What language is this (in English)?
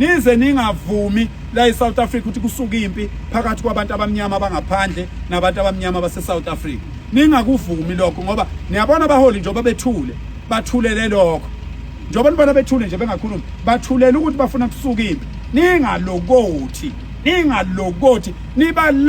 Zulu